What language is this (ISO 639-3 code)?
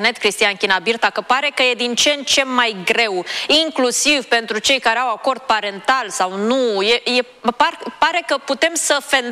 ron